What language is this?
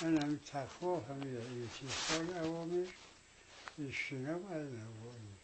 Tajik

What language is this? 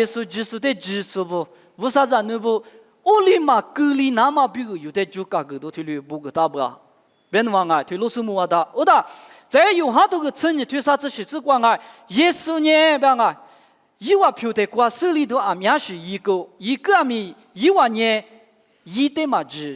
Lisu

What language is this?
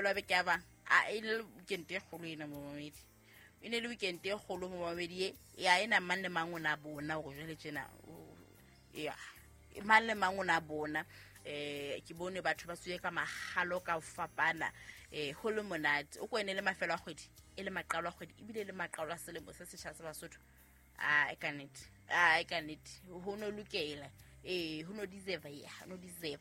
Southern Sotho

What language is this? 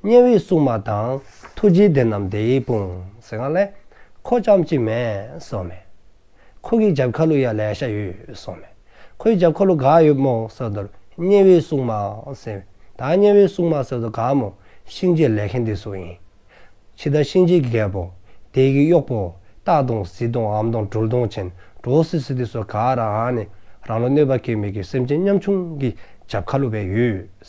Dzongkha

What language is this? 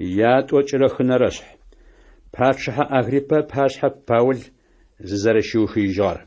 Adyghe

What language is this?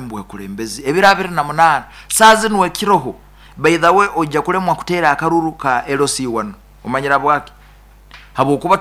Nyoro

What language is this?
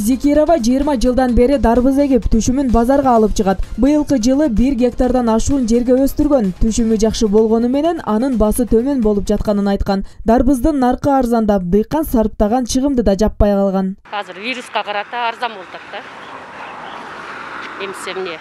Kyrgyz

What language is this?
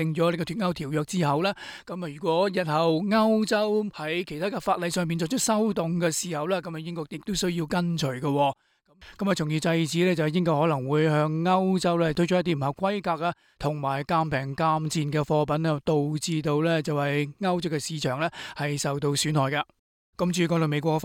Cantonese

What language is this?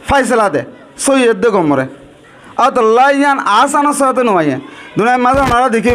Rohingya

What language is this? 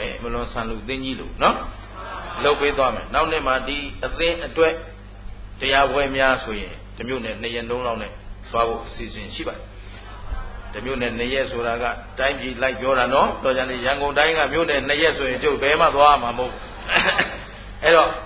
Burmese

